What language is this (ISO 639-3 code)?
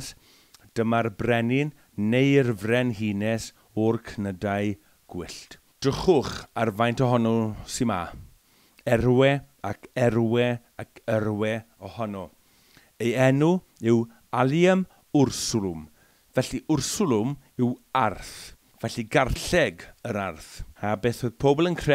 cym